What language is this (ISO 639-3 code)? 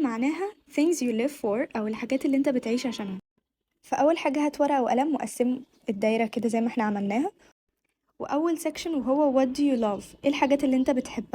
arz